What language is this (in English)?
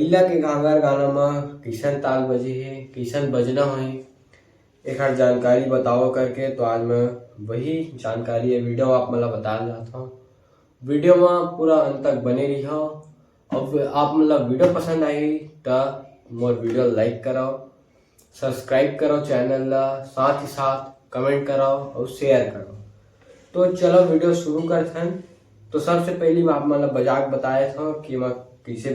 Chhattisgarhi